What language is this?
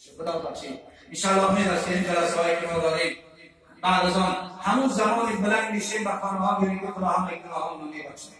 Tajik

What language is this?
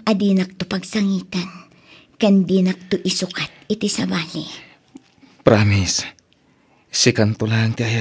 Iloko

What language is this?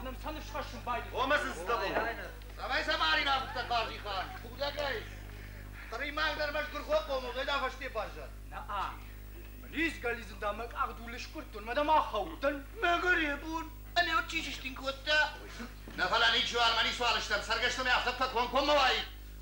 Ossetic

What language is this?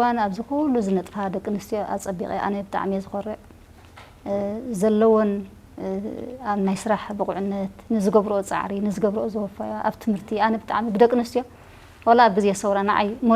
Tigrinya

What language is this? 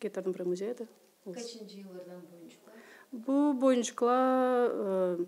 Gagauz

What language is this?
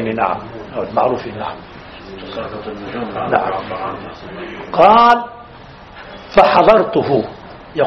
Arabic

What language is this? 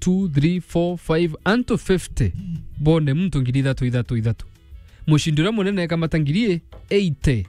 Meru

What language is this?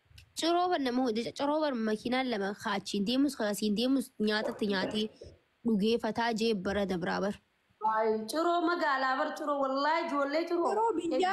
Oromo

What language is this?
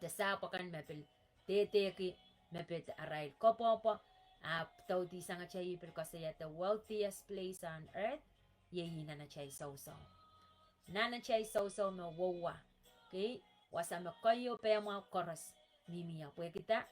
Pohnpeian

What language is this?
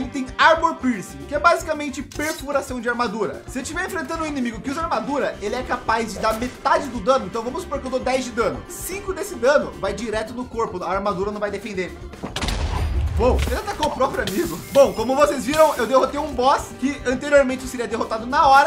Portuguese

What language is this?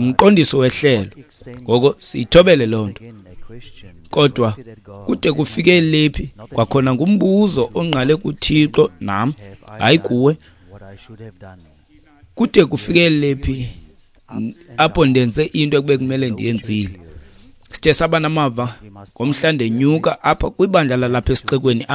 Xhosa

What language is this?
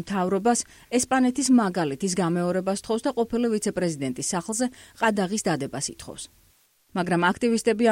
Georgian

